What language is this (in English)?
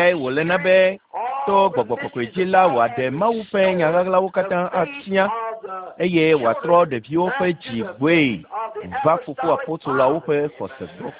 Ewe